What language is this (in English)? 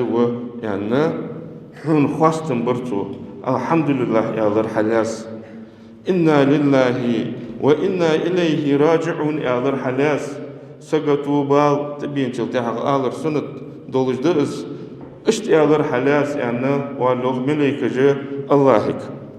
Ingush